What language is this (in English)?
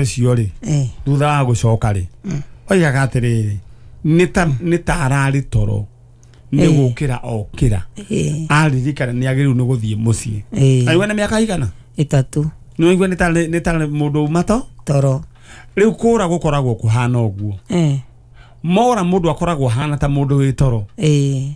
Kikuyu